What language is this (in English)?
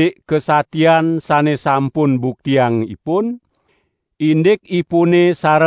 Balinese